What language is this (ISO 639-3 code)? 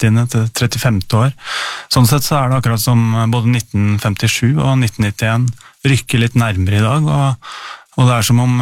nor